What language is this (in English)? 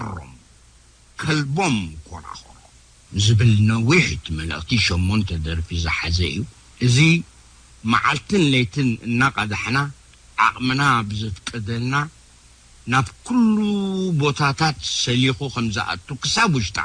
Tigrinya